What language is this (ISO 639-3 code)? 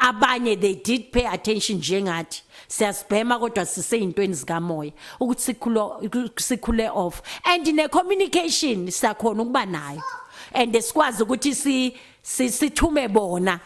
zul